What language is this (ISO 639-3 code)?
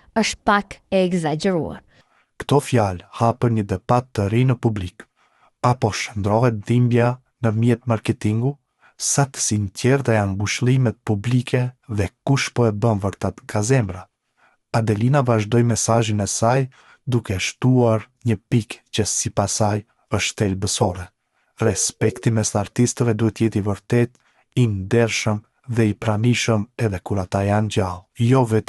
sqi